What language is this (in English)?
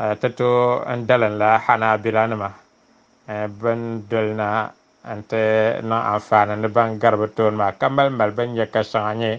Dagbani